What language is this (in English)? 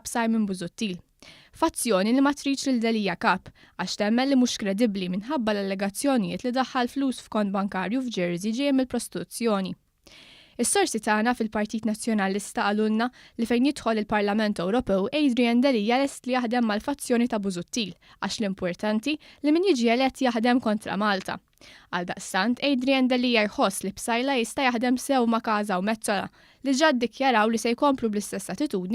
Maltese